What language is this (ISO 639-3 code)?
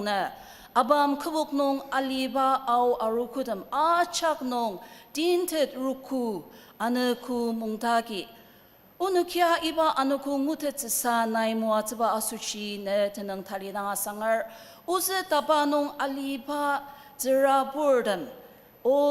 njo